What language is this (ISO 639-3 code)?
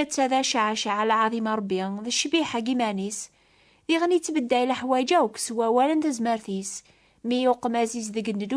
kab